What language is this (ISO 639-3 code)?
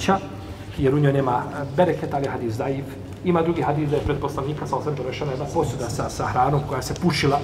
bos